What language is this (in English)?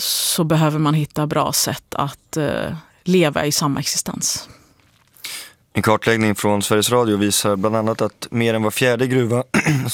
Swedish